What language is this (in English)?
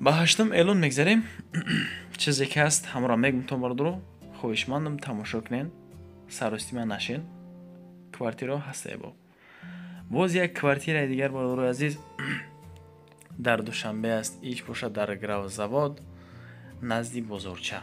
Tajik